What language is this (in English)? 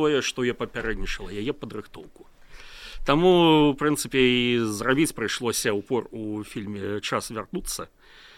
Belarusian